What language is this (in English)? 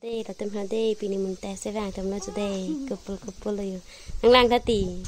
Karbi